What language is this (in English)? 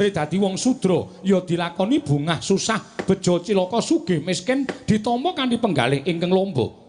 Javanese